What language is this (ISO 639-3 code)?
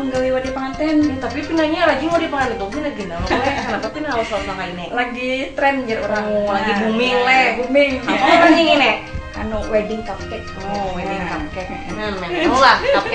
bjn